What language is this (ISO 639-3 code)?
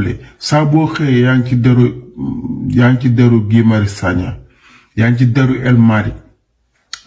wol